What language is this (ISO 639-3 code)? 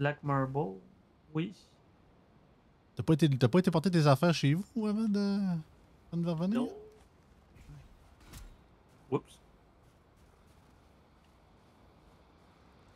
fra